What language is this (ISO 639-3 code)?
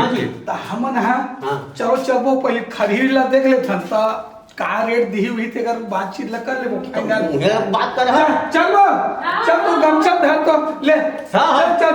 hne